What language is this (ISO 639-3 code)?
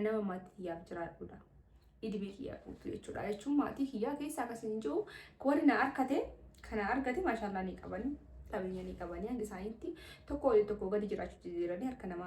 orm